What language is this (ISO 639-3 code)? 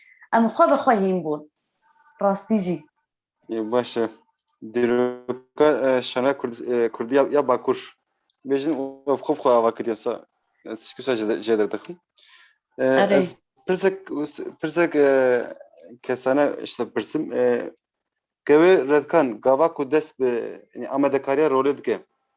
kur